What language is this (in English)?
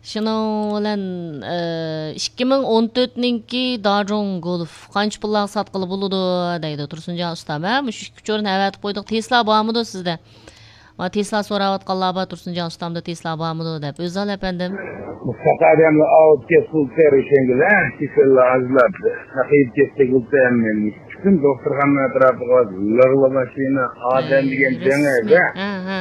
Uyghur